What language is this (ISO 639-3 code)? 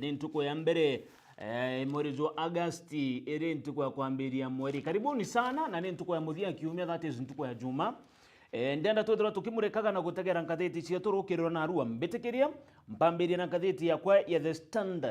mer